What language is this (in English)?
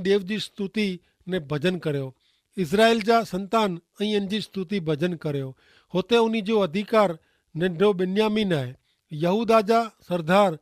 Kachhi